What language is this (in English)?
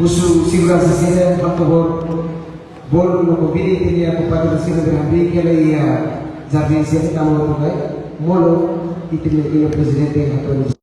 Tetum